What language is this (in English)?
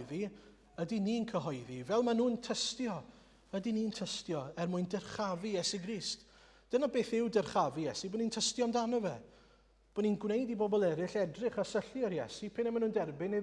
Welsh